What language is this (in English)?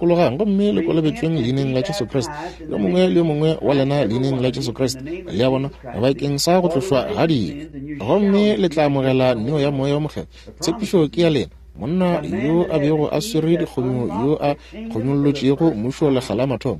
Northern Sotho